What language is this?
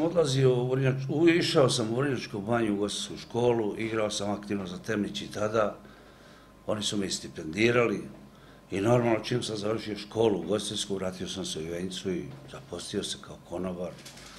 Serbian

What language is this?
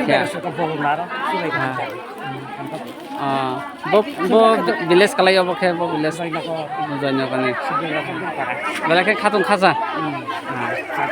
Kok Borok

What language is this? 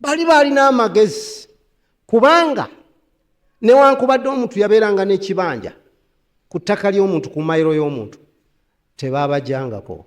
Ganda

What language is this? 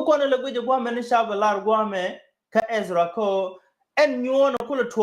Nuer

